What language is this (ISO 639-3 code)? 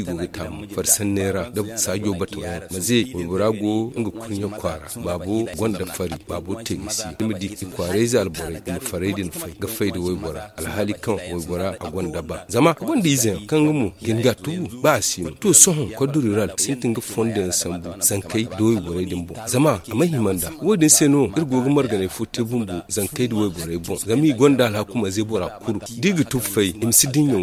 dje